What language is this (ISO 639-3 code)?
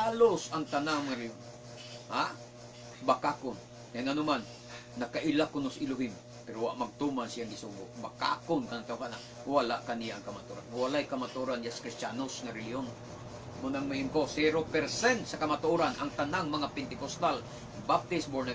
ceb